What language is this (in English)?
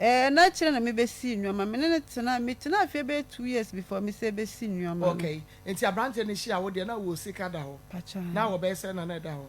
Akan